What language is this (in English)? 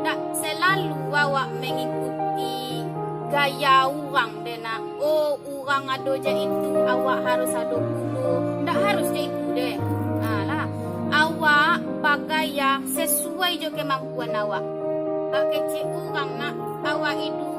Minangkabau